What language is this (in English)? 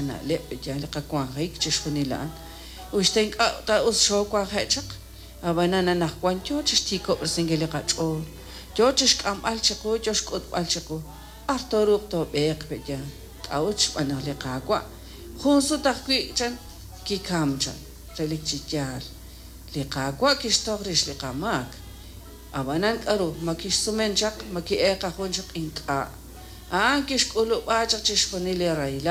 Kekchí